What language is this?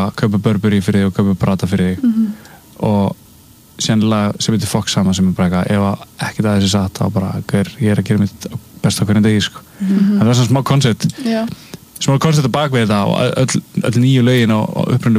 Icelandic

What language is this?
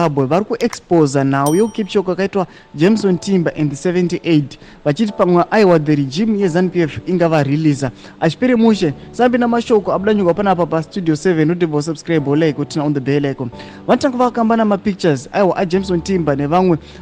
Shona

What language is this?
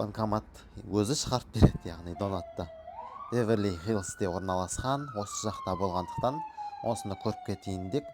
Kazakh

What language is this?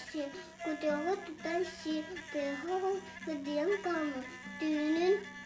Yakut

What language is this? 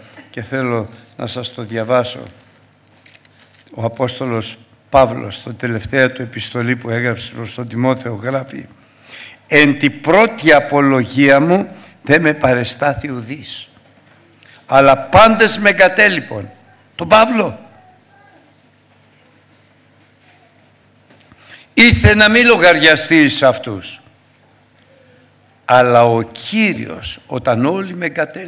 Greek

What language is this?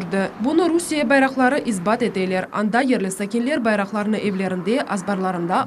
Crimean Tatar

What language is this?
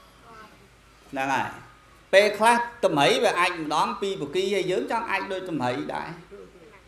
Khmer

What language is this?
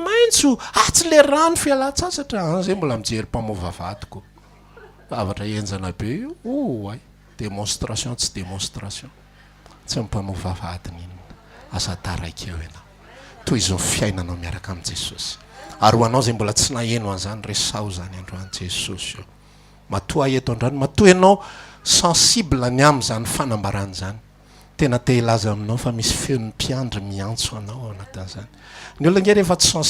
Malagasy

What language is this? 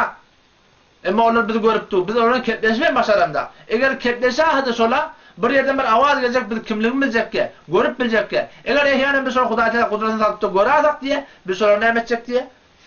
Turkmen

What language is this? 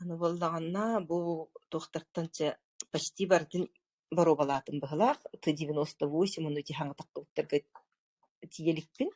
Yakut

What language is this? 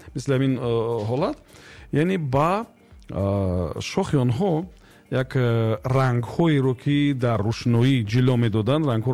Tajik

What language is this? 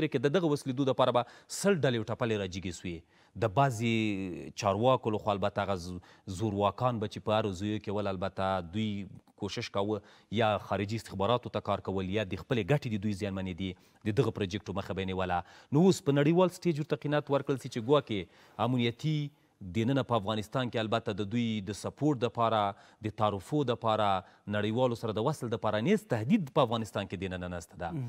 Pashto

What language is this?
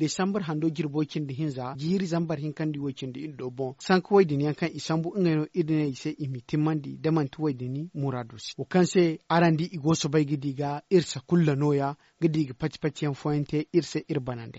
Zarma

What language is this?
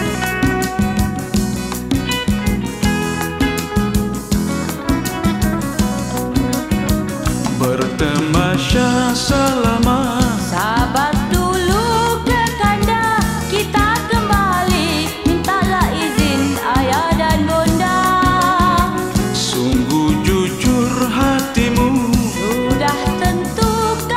Malay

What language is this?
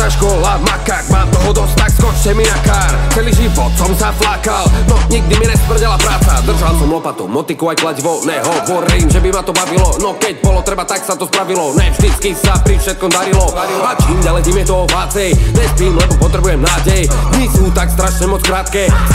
Slovak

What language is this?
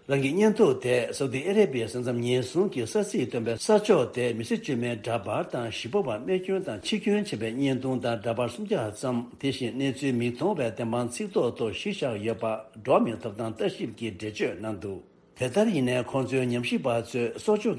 Tibetan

